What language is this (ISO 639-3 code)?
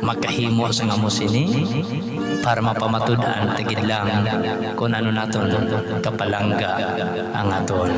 hil